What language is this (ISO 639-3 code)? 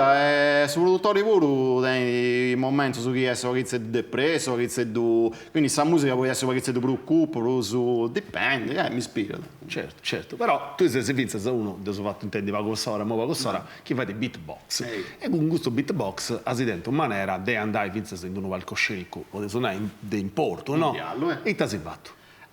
srd